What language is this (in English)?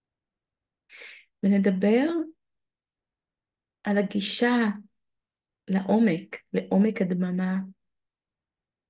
Hebrew